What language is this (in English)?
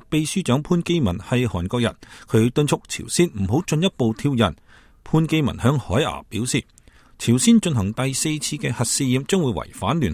Cantonese